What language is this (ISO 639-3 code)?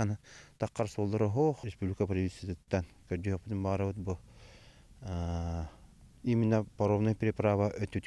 sah